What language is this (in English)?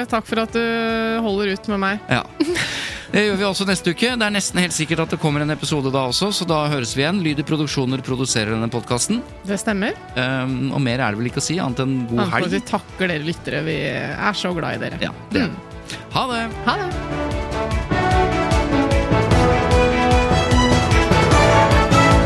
Norwegian